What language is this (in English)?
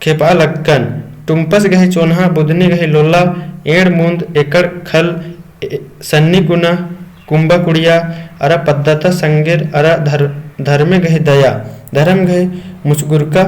Kurukh